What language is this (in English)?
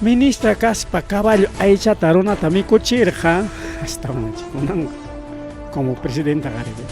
Ayacucho Quechua